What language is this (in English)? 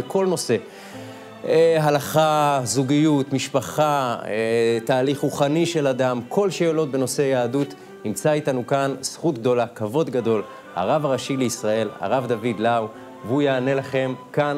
Hebrew